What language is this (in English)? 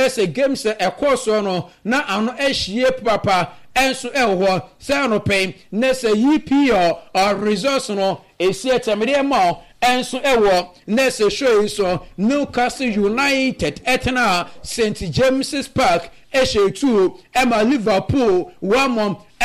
Akan